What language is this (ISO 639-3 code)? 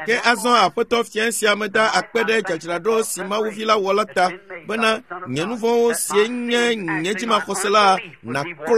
ewe